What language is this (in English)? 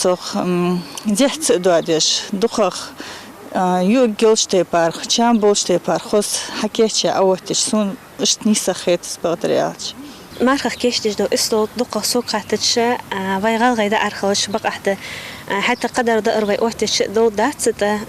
Ingush